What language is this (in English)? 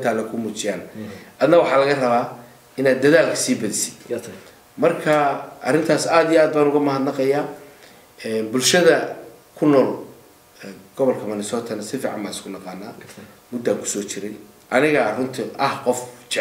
Somali